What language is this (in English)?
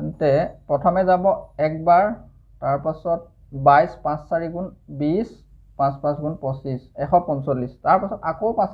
Assamese